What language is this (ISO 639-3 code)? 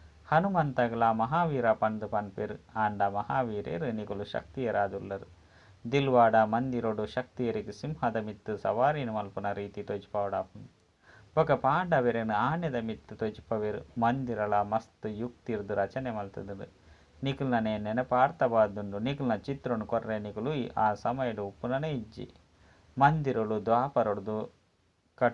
tcy